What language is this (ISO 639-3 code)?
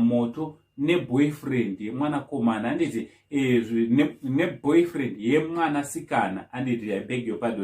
sna